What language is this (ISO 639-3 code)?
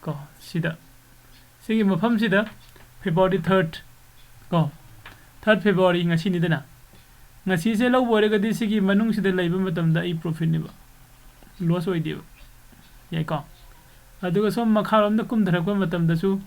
mni